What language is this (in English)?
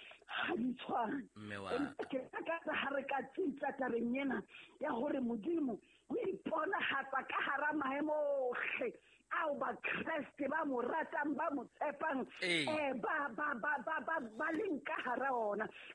Southern Sotho